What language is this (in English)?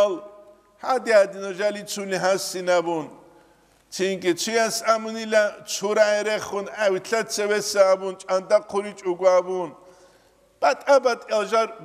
Avaric